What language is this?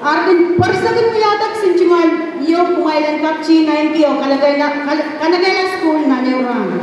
Pohnpeian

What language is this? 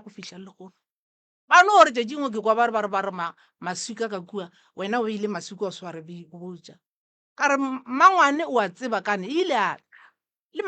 Northern Sotho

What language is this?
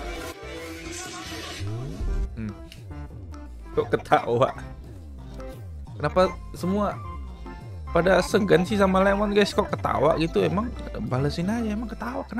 Indonesian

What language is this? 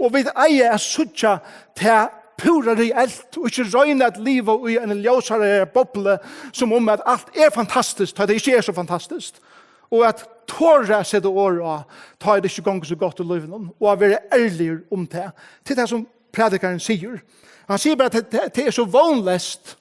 Faroese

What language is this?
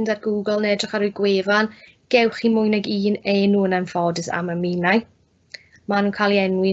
Welsh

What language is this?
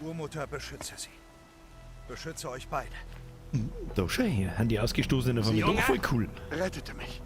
Bavarian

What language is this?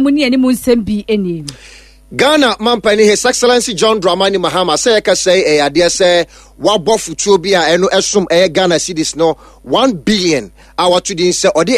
Akan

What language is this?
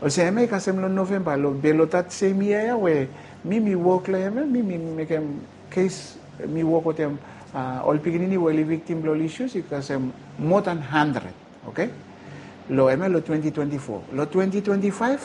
Bislama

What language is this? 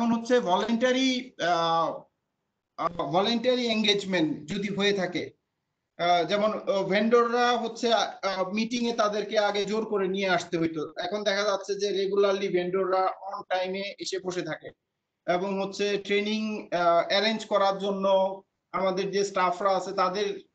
Bangla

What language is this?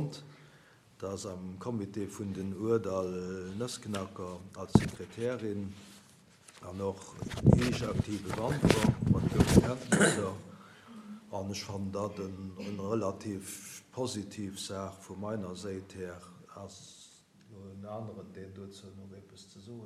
Luxembourgish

